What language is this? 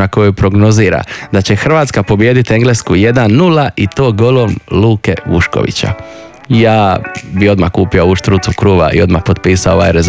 Croatian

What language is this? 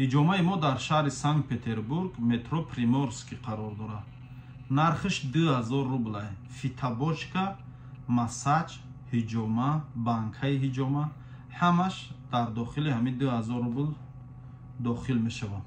Tajik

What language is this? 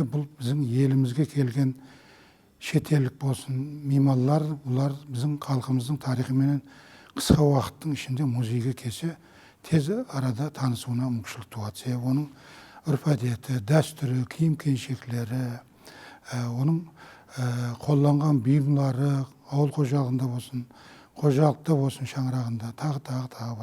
Kara-Kalpak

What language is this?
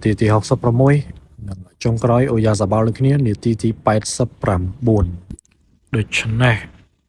Khmer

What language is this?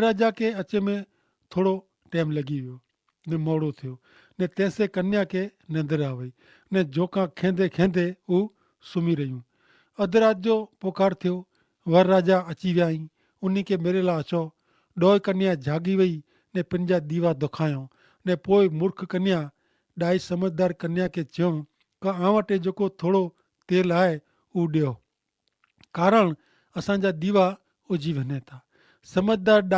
Kachhi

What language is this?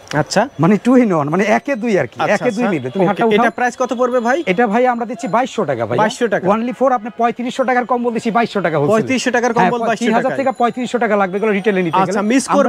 Bangla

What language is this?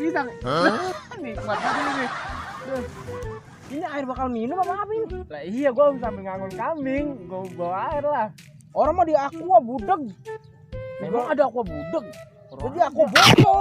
Betawi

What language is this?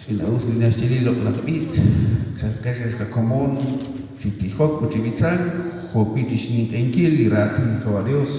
Kekchí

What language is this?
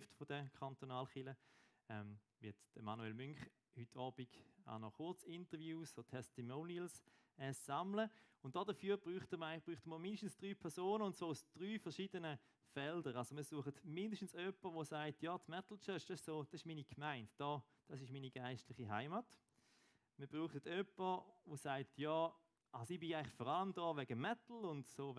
Swiss German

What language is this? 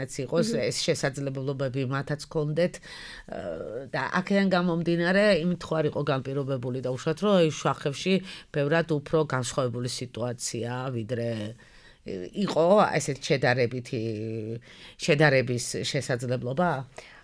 Georgian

